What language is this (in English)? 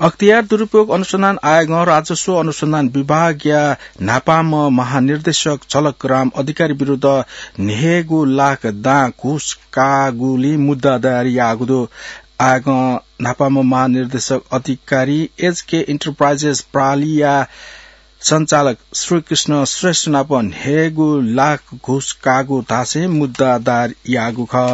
Newari